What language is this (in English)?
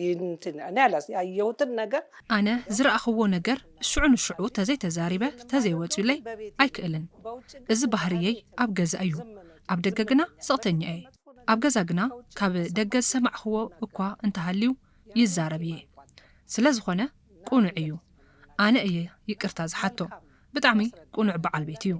Tigrinya